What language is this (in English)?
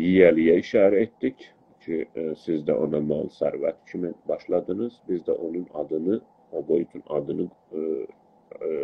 South Azerbaijani